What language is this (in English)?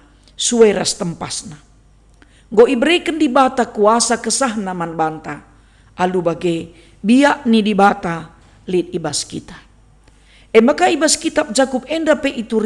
Batak Karo